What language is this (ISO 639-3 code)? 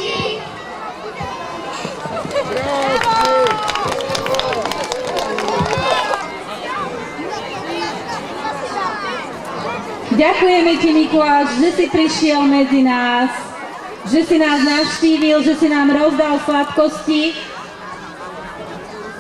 slk